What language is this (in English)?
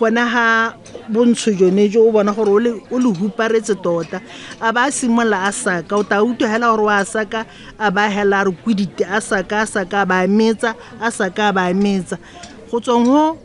Tswana